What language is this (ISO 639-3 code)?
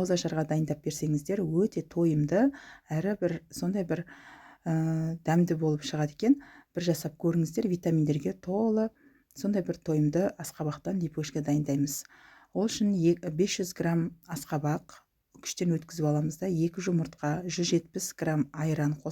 kaz